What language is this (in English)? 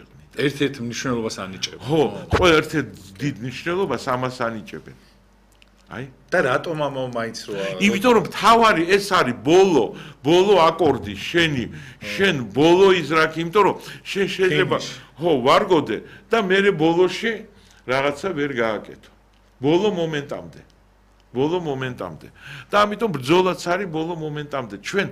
Georgian